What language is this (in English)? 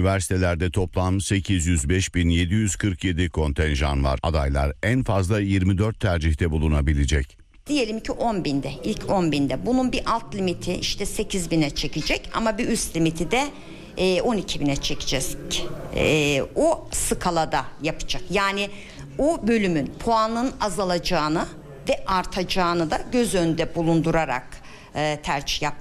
Turkish